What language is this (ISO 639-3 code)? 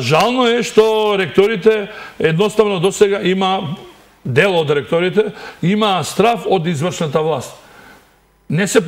mkd